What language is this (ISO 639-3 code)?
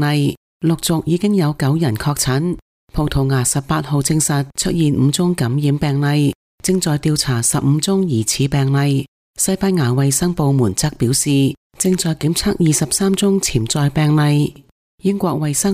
yue